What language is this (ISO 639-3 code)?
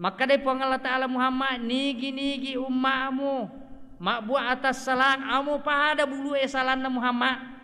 bug